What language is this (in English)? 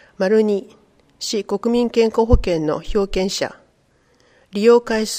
Japanese